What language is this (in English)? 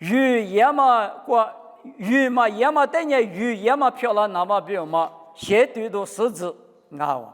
Lisu